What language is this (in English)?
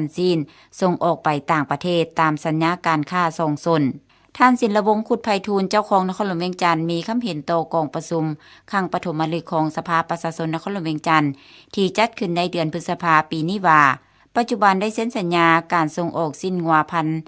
Lao